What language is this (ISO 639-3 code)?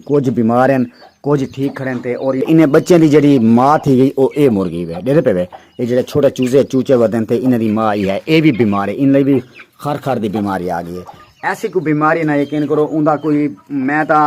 skr